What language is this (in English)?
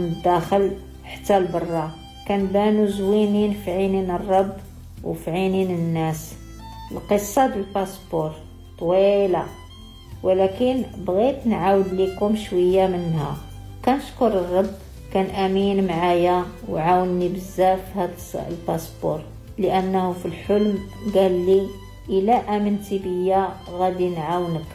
Moroccan Arabic